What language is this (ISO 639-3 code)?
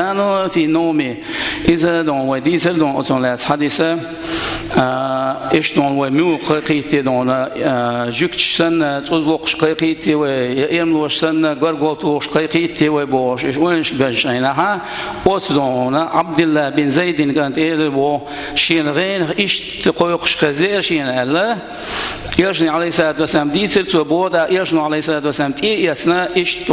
che